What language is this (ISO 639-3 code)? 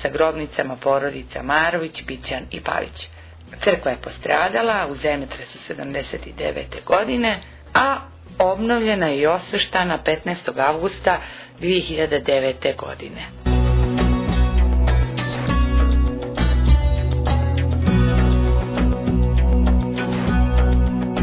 srp